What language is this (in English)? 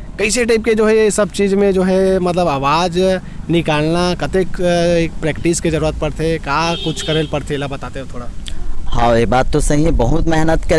Chhattisgarhi